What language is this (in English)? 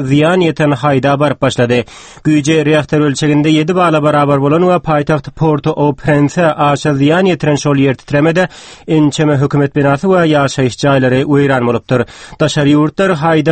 Turkmen